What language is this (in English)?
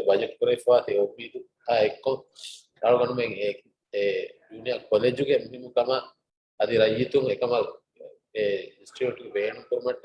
Divehi